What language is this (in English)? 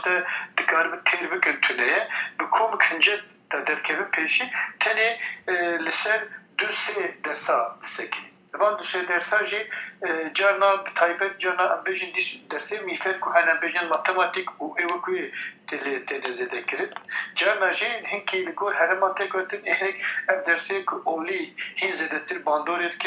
Kurdish